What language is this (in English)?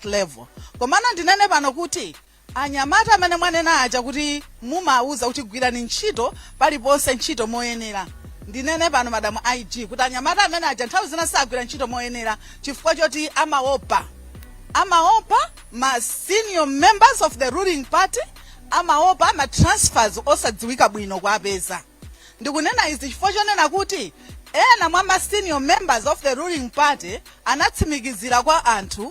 Nyanja